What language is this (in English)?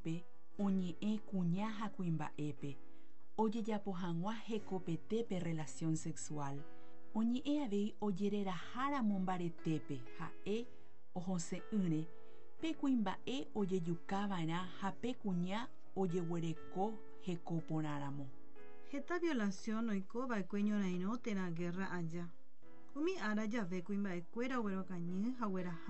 Guarani